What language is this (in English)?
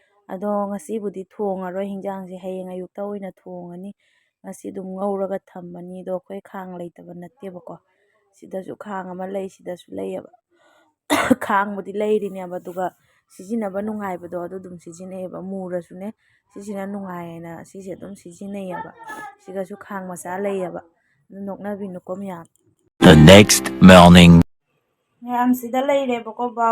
Manipuri